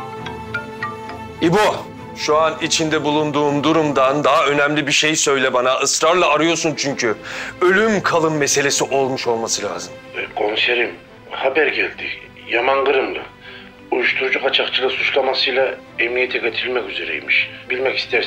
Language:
Turkish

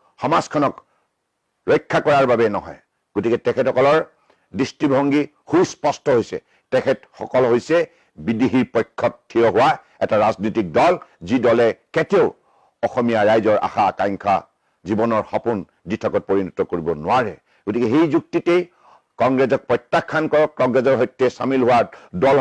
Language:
Assamese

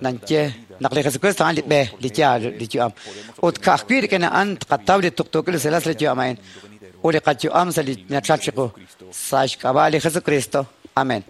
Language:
Kekchí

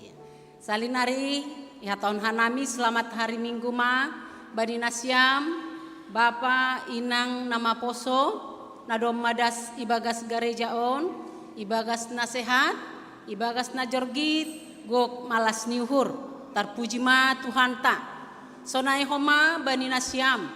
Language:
Batak Simalungun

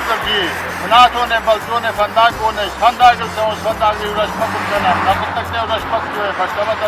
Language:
Ossetic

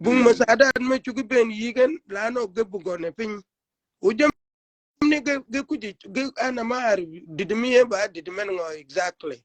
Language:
Shilluk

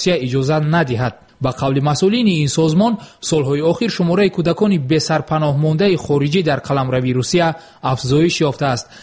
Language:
Tajik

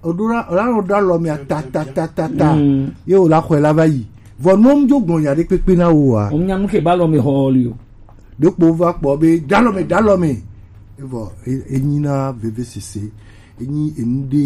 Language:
Gen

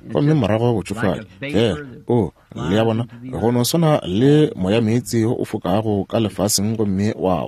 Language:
Northern Sotho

